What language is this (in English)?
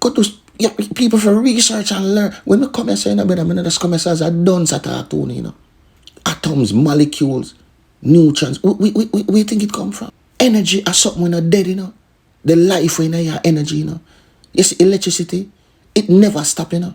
Jamaican Creole English